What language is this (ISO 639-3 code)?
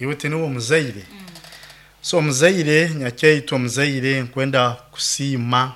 nyo